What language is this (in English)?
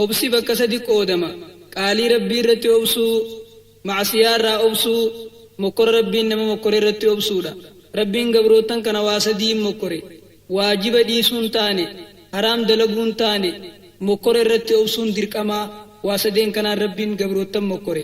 Oromo